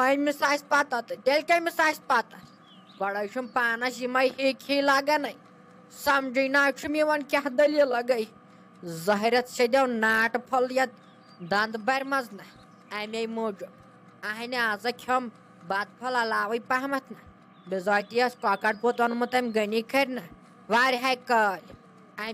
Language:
Kashmiri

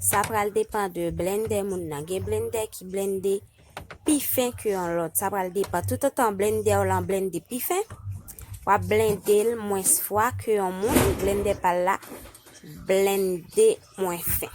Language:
Haitian Creole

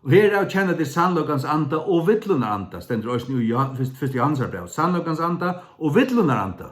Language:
Faroese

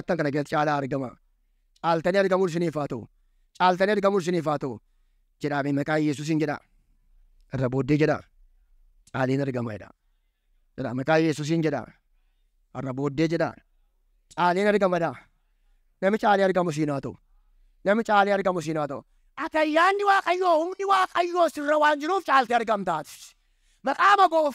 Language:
Oromo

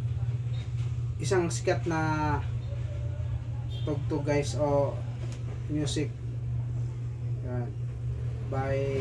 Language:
Filipino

